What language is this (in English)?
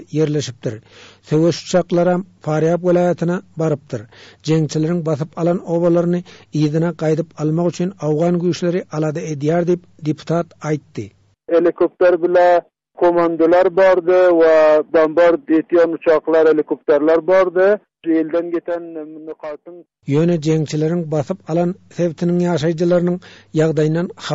Turkmen